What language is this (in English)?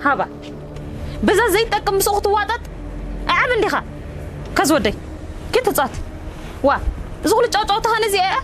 Tigrinya